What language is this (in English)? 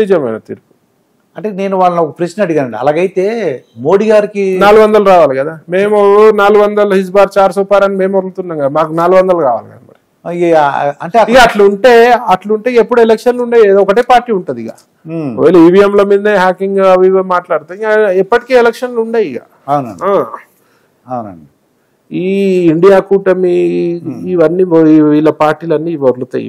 Telugu